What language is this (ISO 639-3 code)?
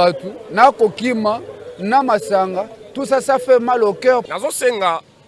lin